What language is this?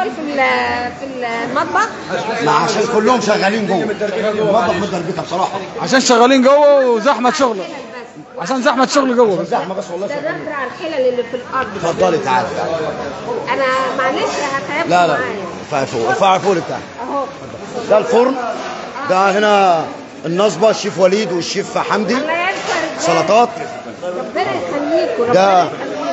Egyptian Arabic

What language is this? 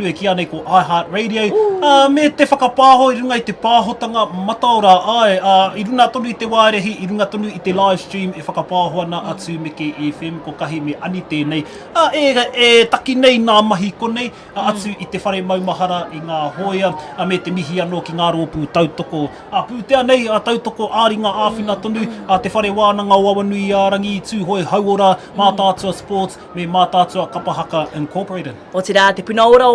Māori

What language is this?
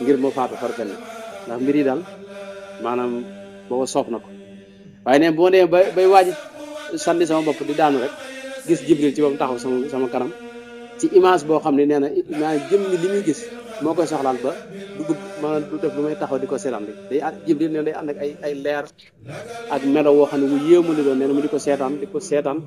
Wolof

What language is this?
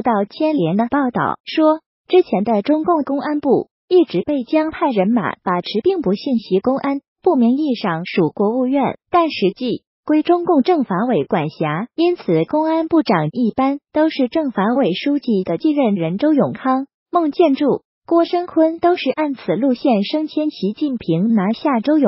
Chinese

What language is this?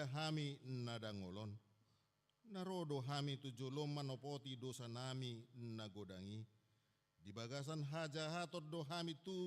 Batak Toba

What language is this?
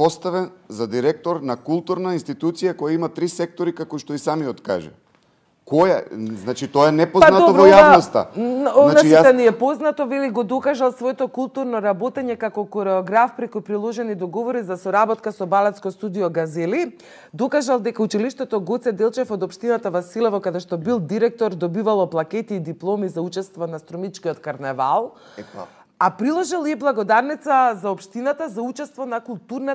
Macedonian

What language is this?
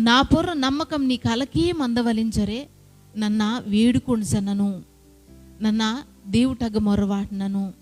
Koya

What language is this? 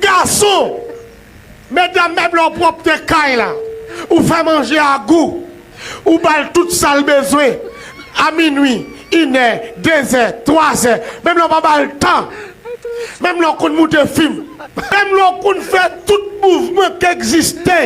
Haitian Creole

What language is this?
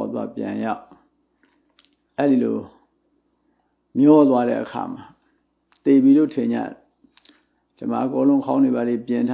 Burmese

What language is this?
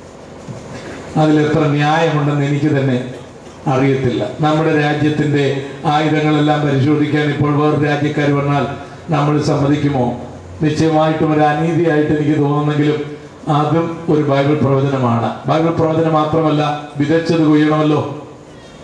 Malayalam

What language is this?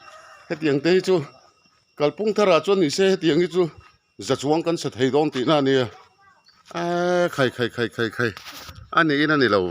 Mizo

